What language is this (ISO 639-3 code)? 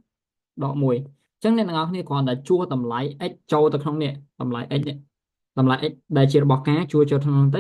khm